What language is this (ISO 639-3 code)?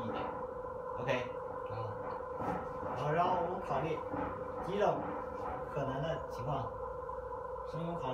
zho